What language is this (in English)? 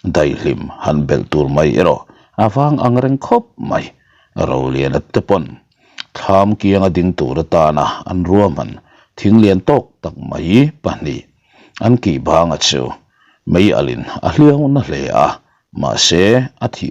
Mizo